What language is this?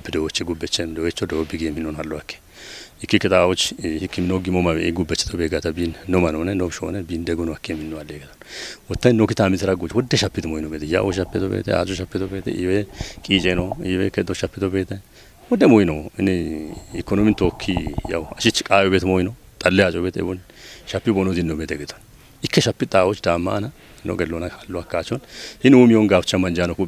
Kafa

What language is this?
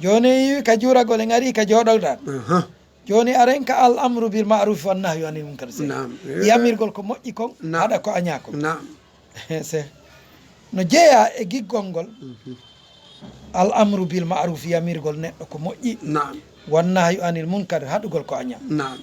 Fula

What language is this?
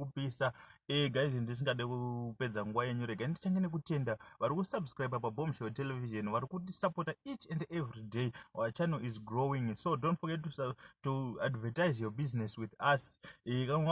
Shona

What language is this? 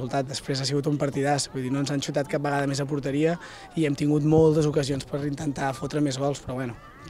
Catalan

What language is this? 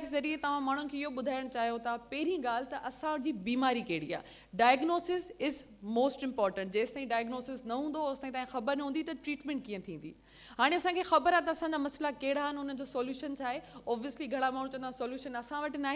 Sindhi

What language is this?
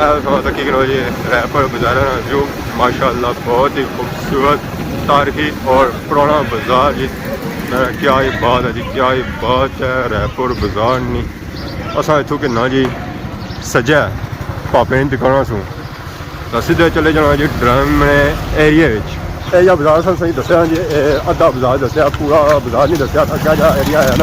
Pahari-Potwari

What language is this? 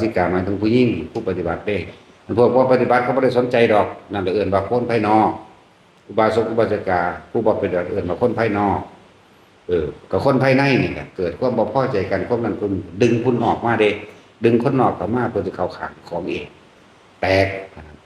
Northeastern Thai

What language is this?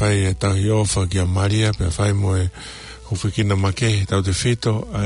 Tongan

